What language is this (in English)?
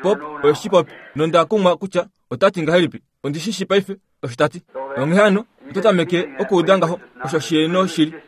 Kuanyama